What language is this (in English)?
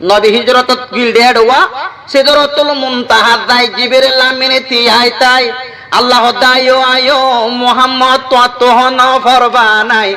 Rohingya